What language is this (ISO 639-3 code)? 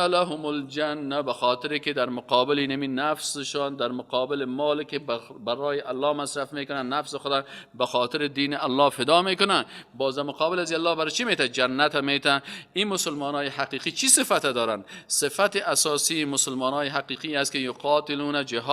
fas